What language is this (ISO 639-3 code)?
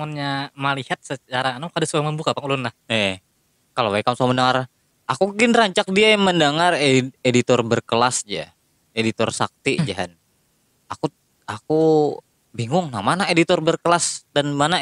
bjn